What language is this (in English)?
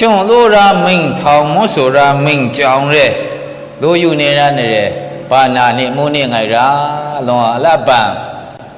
Maru